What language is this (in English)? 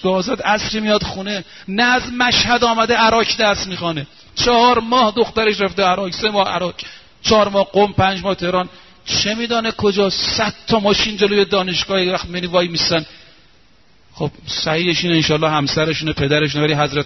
Persian